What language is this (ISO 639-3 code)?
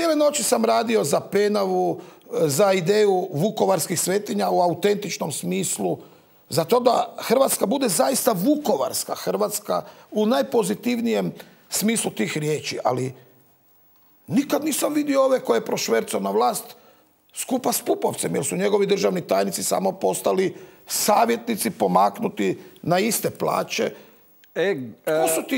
hrv